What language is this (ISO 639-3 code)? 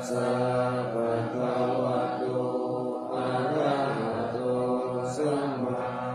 pli